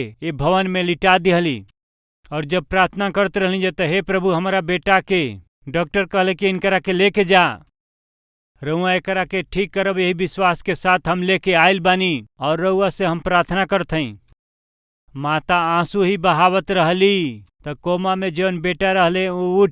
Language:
Bhojpuri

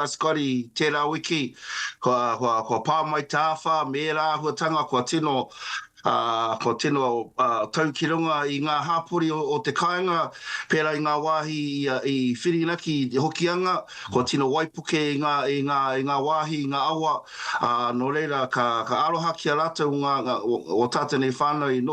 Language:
Māori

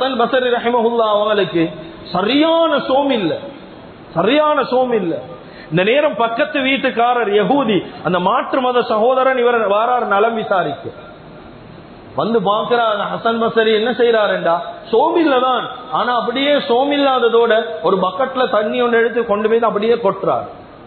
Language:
Tamil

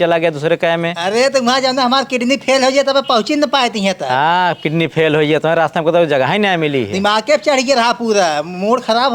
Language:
Awadhi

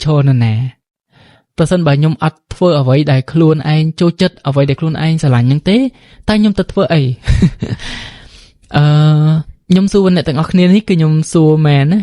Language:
Khmer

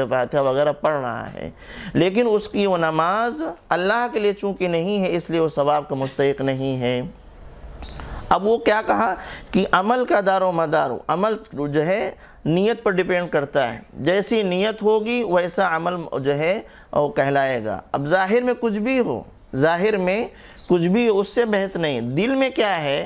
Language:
Urdu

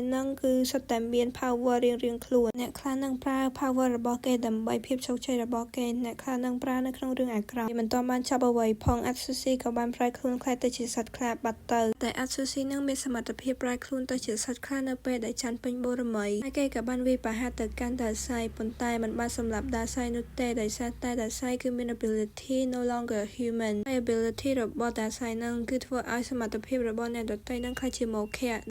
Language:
Khmer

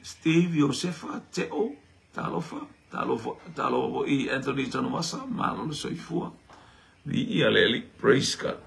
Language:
Samoan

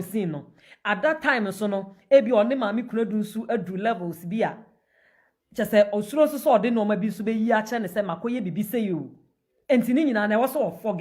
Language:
Akan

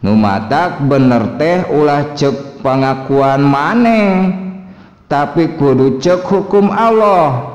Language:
Sundanese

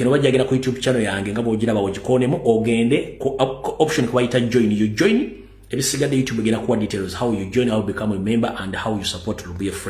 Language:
Ganda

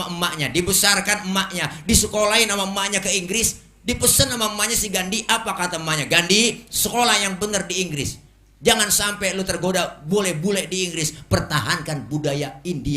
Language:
Betawi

